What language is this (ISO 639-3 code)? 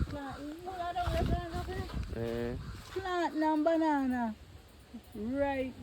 jam